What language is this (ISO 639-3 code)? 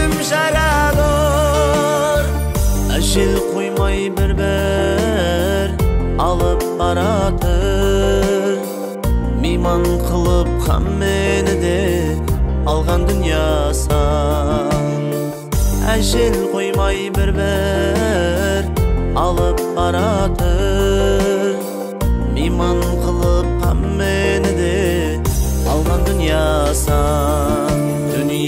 kaa